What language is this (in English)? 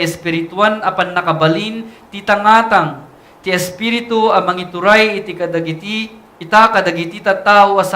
Iloko